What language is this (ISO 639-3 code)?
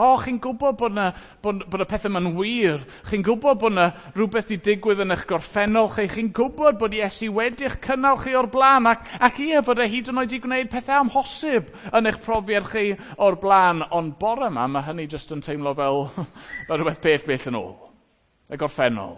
cym